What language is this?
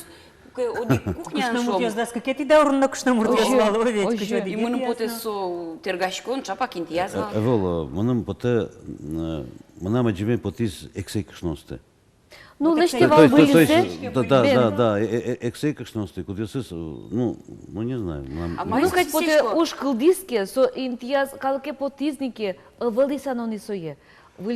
Udmurt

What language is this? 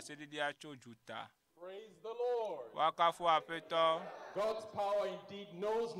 Ewe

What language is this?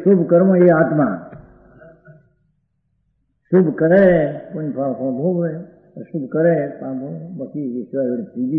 Gujarati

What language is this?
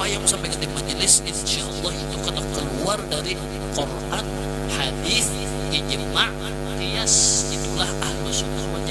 Banjar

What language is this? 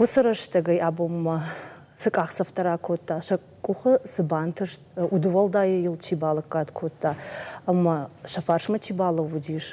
Ossetic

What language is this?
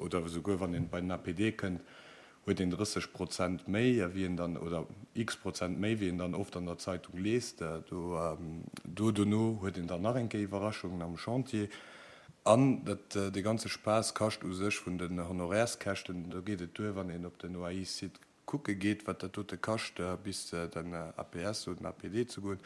Luxembourgish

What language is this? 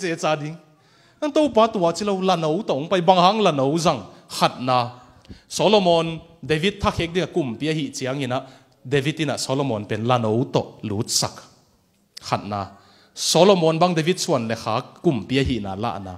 Tedim Chin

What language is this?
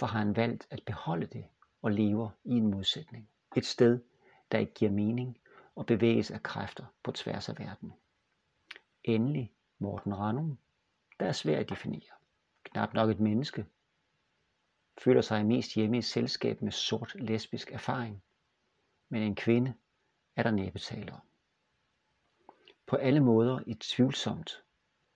Danish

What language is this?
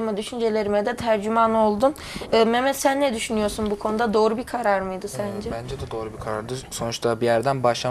Turkish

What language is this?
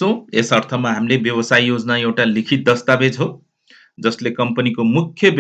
Nepali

